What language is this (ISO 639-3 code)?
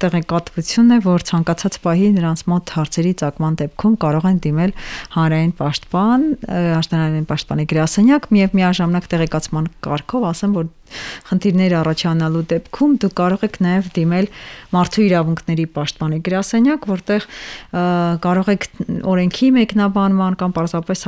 hye